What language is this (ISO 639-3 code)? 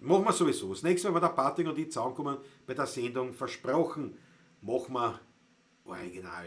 bar